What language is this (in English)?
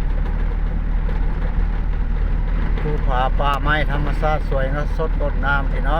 Lao